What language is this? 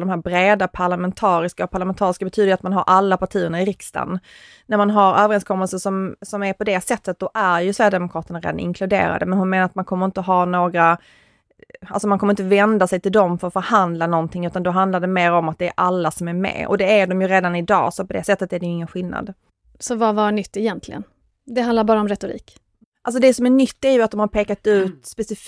Swedish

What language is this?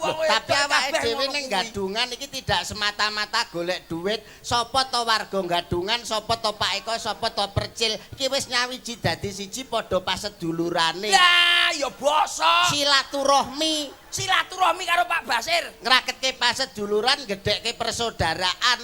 Javanese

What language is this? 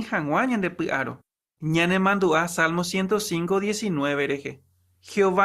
Guarani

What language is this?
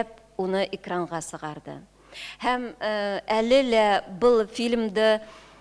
Bashkir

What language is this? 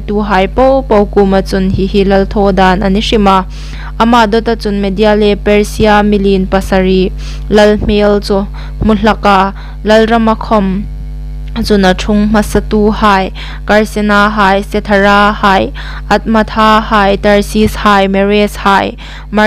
Hmar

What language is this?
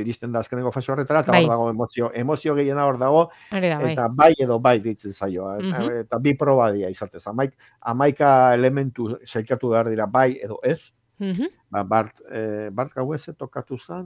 Basque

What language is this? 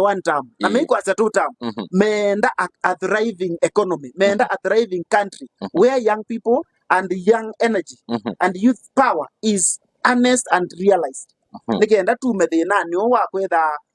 Kamba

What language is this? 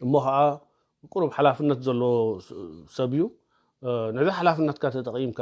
Tigrinya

